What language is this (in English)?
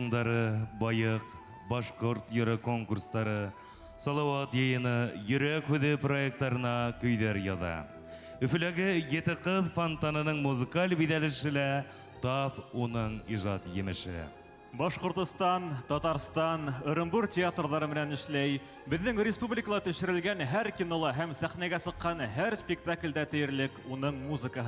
Bashkir